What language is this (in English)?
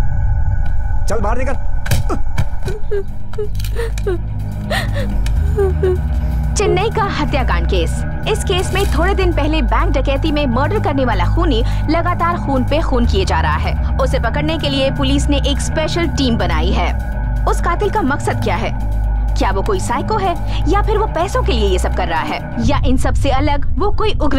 Hindi